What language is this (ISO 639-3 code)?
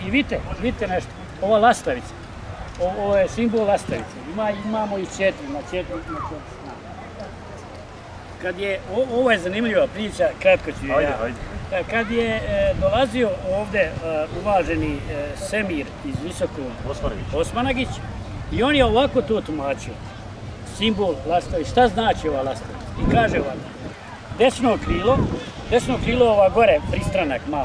bos